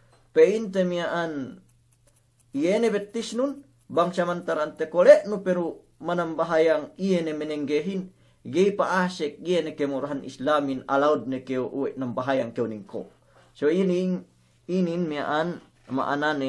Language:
Yakan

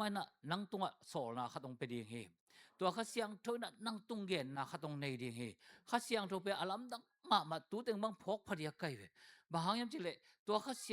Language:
Tedim Chin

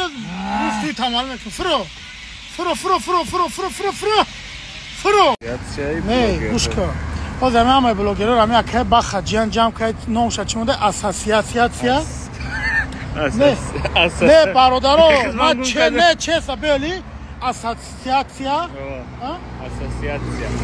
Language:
Tajik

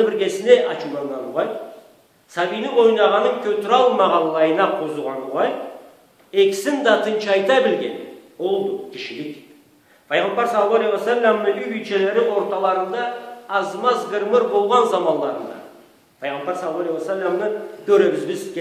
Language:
Karachay-Balkar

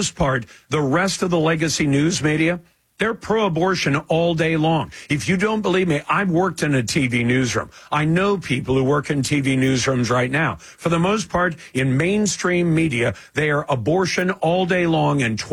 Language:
English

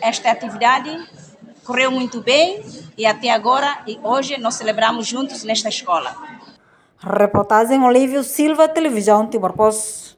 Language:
Tetum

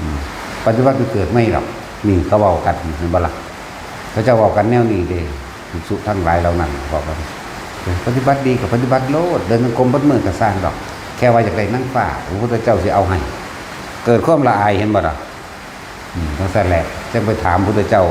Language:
Northeastern Thai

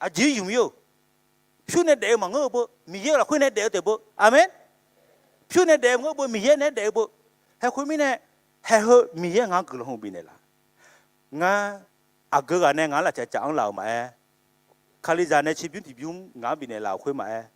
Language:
Akha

